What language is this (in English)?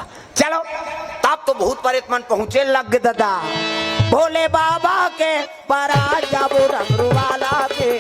Chhattisgarhi